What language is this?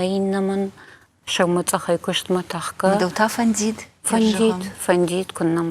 Ossetic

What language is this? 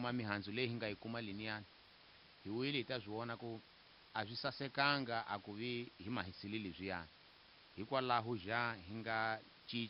Tsonga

